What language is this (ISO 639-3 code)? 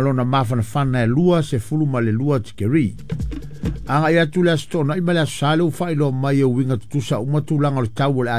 smo